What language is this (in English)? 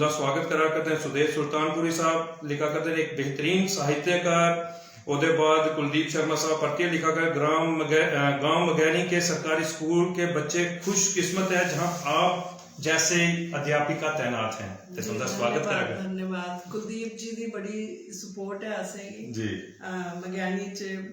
Dogri